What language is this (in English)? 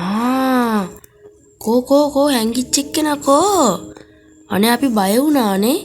Sinhala